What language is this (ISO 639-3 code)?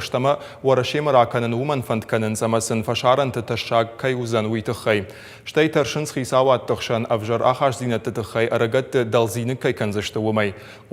oss